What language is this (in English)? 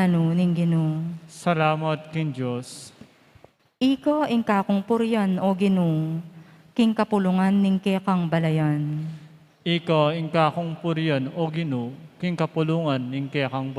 Pampanga